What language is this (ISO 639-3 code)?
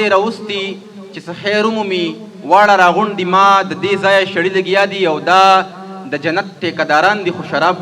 pus